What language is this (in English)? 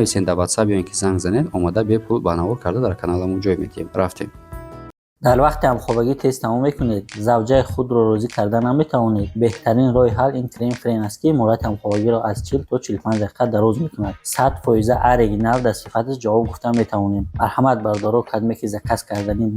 Tajik